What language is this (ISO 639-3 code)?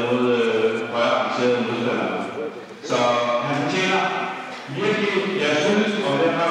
dan